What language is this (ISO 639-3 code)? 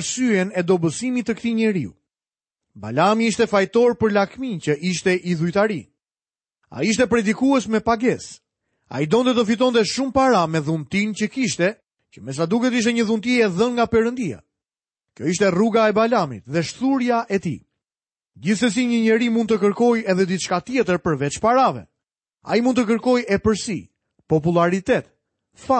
sqi